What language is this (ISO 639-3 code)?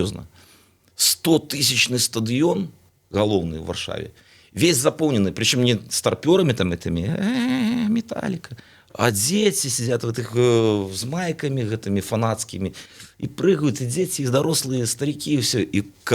bel